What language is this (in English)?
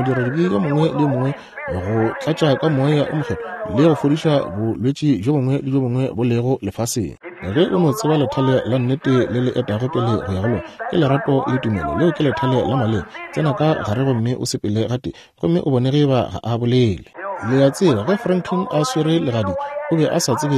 Northern Sotho